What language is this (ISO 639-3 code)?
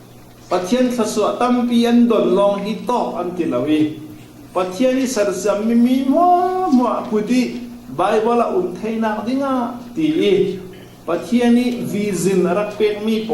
cfm